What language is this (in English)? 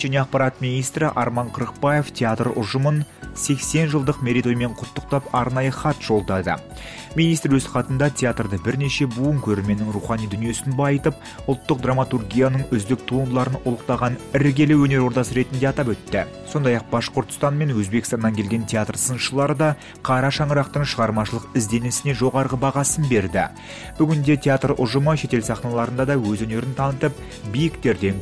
Kazakh